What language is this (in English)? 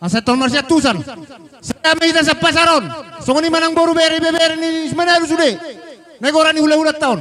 Batak Toba